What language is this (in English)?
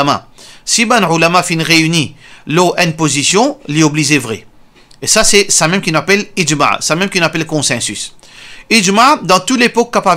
Morisyen